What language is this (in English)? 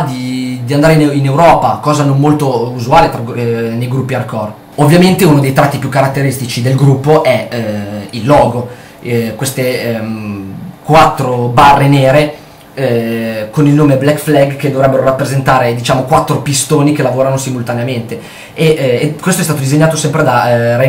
Italian